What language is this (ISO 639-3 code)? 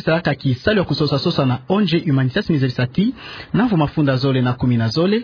ktu